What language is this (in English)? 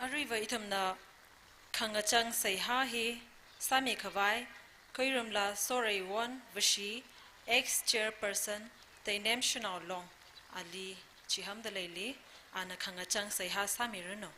Tangkhul Naga (India)